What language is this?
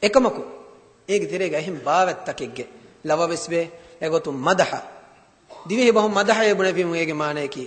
Divehi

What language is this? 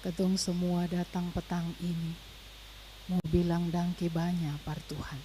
Ambonese Malay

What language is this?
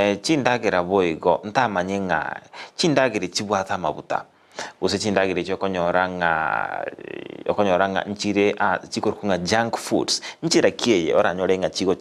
Gusii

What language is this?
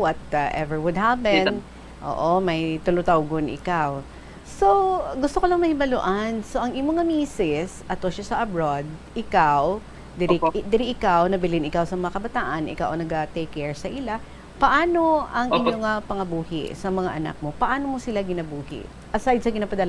Hiligaynon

